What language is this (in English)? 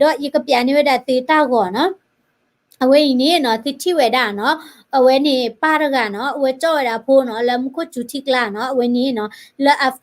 S'gaw Karen